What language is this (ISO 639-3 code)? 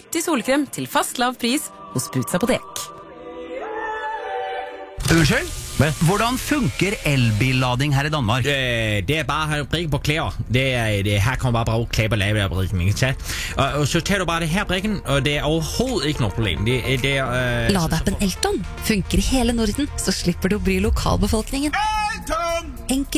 nor